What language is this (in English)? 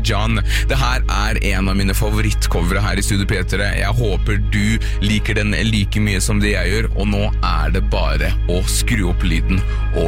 Norwegian